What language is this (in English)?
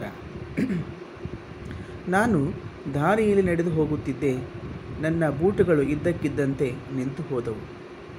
Kannada